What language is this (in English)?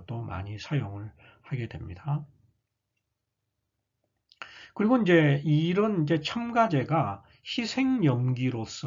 Korean